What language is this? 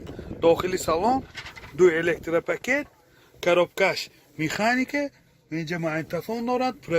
Tajik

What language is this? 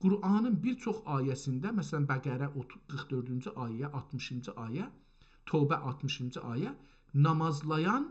South Azerbaijani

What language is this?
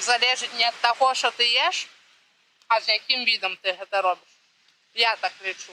Belarusian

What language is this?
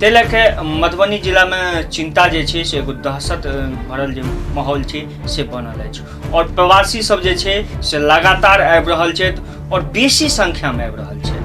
Maithili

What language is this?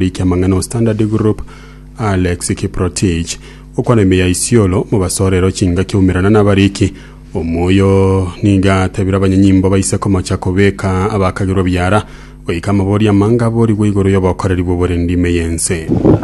Gusii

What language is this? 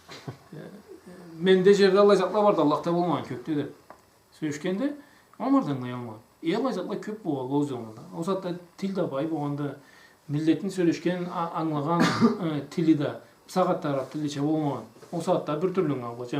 Karachay-Balkar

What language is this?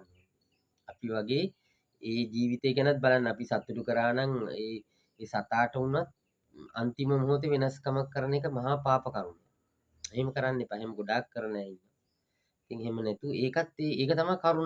Sinhala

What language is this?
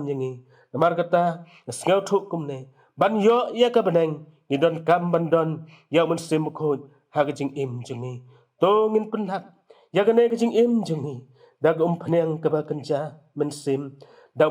Khasi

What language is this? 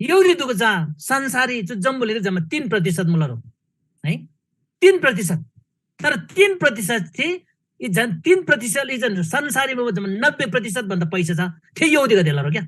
Eastern Tamang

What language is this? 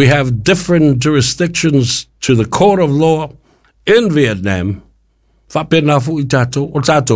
Samoan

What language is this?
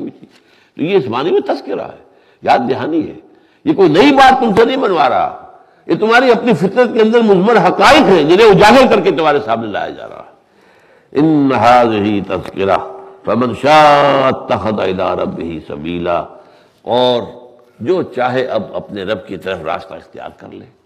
Urdu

